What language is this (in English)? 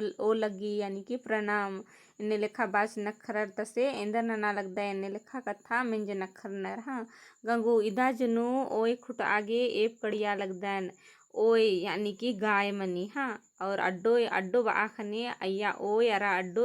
Kurukh